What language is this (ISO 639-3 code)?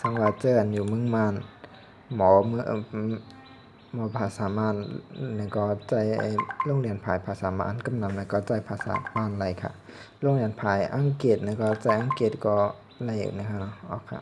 shn